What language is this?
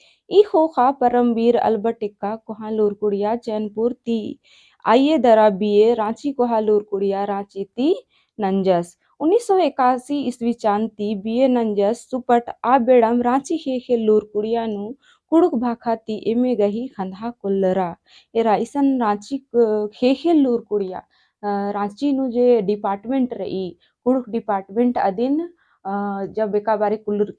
Kurukh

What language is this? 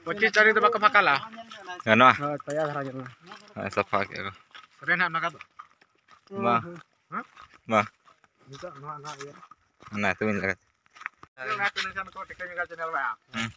Santali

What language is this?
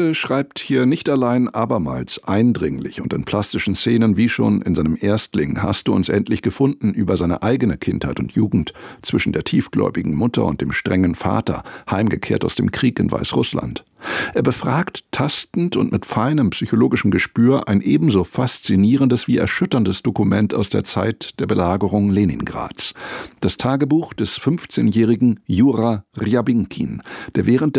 German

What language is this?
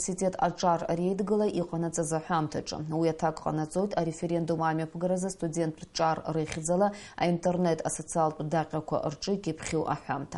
Abkhazian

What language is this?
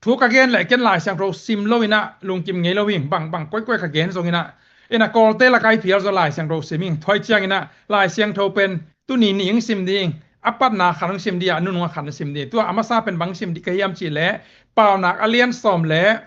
Tedim Chin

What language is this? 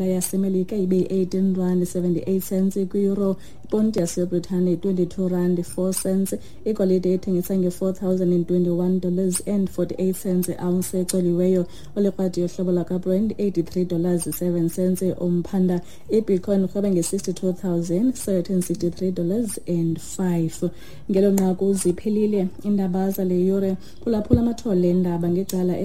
Xhosa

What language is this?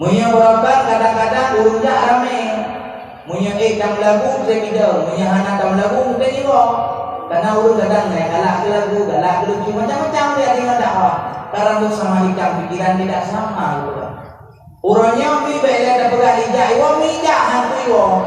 Achinese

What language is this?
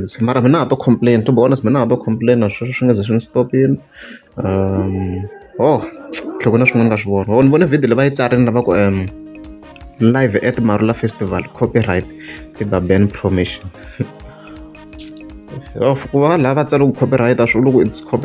Tsonga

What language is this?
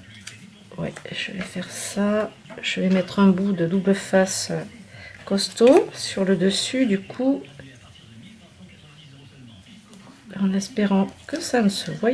French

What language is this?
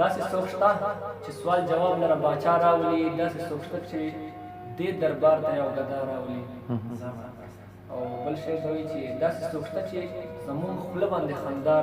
Pashto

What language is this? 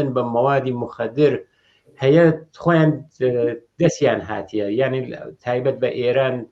Central Kurdish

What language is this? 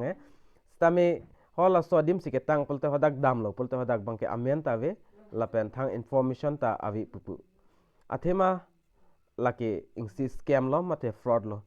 Karbi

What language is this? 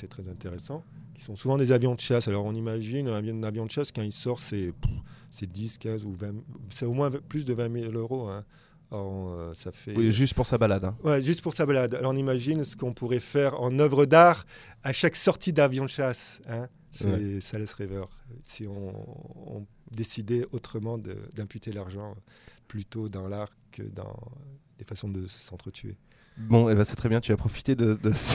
French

